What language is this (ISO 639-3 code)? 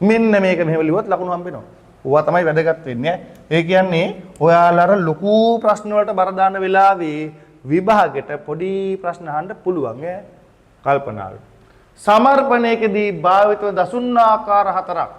sin